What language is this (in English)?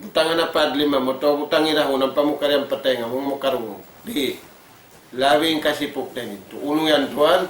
Tausug